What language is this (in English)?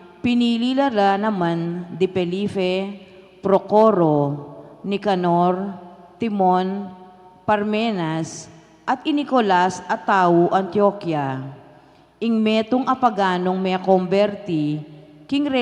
Pampanga